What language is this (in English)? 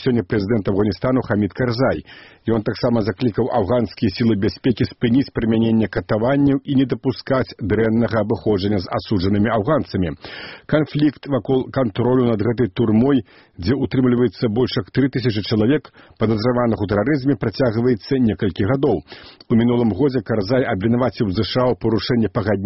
Belarusian